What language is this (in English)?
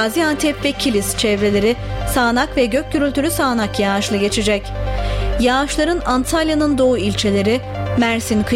Turkish